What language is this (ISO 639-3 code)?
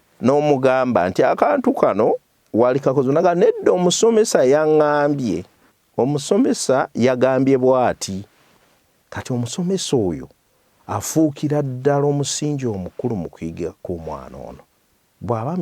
lug